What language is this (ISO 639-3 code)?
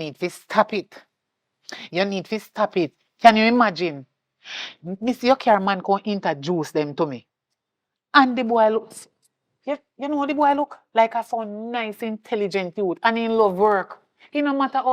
jam